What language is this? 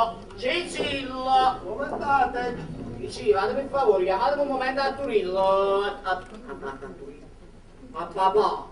Neapolitan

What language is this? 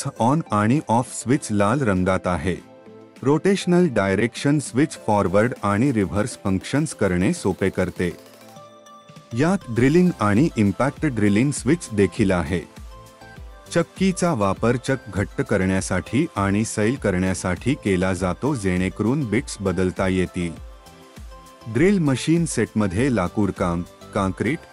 Marathi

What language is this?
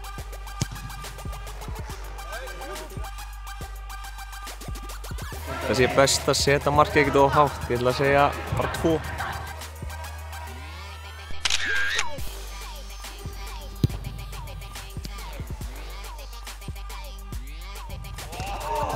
Icelandic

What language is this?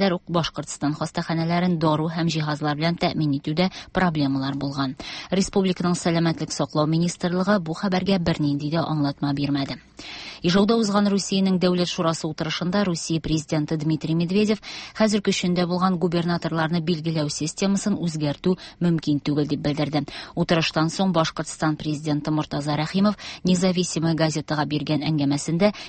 Tatar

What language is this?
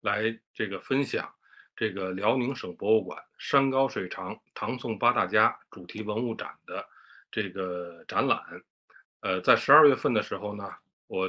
Chinese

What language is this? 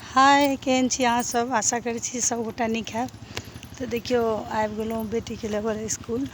Maithili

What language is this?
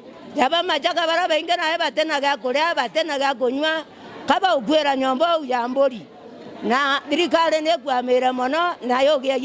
Meru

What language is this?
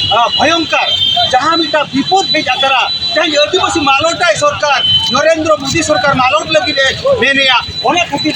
Santali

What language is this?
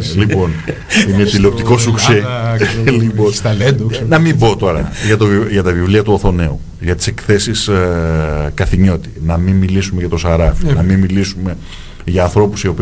Greek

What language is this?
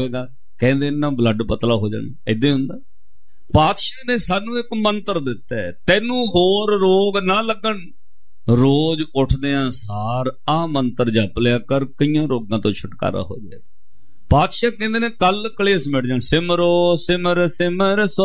Punjabi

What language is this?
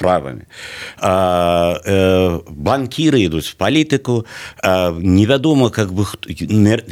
Belarusian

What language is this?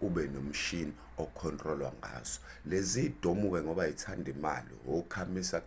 Zulu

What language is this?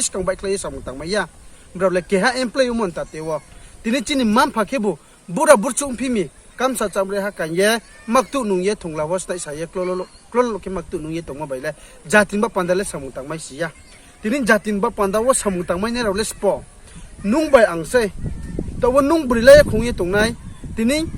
Riang (India)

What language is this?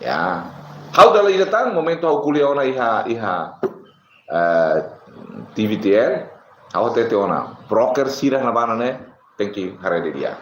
Tetum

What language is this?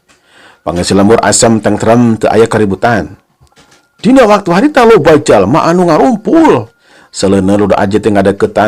Sundanese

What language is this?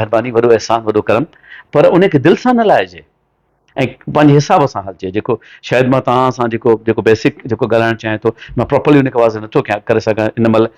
Sindhi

